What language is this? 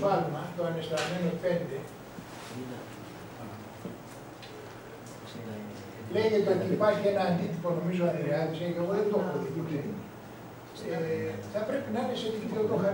Greek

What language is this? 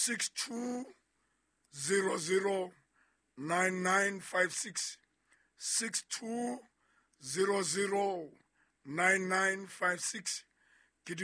Southern Sotho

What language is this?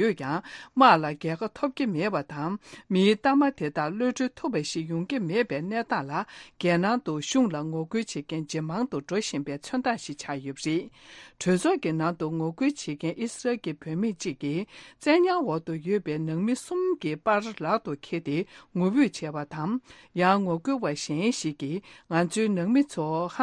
Tibetan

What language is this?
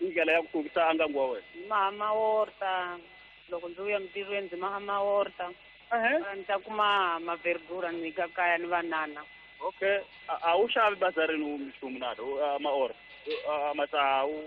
Tsonga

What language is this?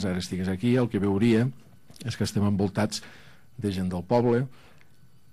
Catalan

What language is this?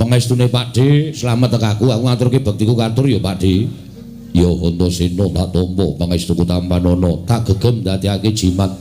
Javanese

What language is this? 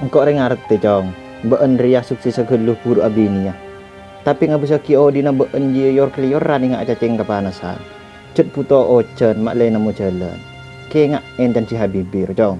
Madurese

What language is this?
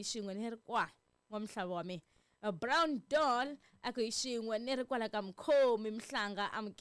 Tsonga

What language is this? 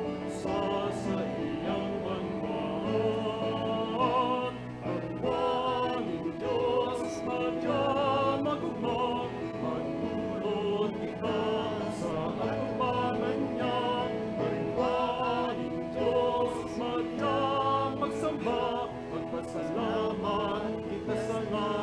Bikol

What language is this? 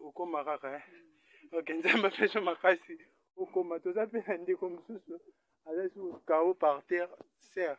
Lingala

